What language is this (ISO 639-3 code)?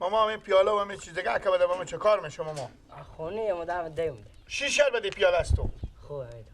fas